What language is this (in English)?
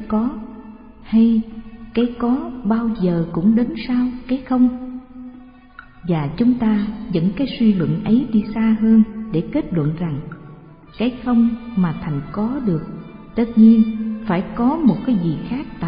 Vietnamese